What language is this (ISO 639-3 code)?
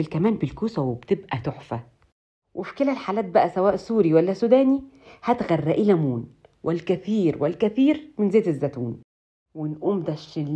arz